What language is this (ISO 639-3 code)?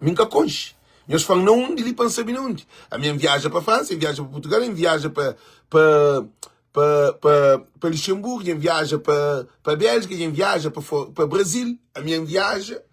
kea